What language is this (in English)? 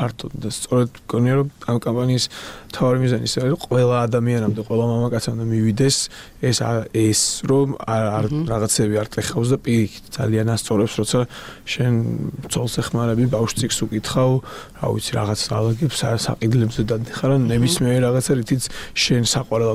Georgian